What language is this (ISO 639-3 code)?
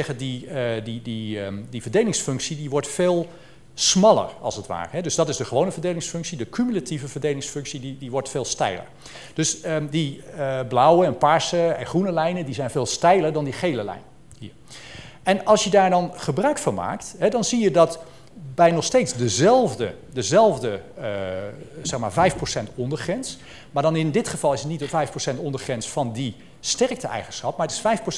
nld